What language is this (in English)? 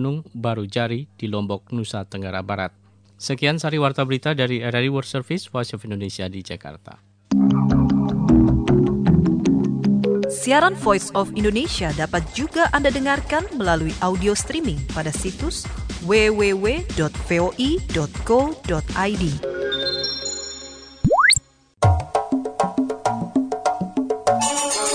Indonesian